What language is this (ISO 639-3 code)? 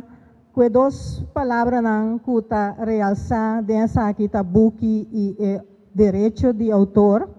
pap